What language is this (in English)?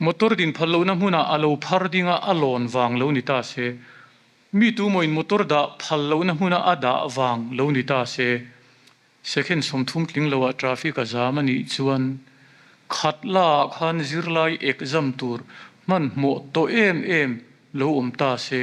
Mizo